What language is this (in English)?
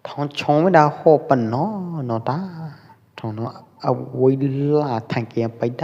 Pwo Eastern Karen